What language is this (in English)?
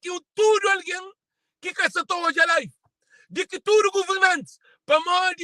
Kabuverdianu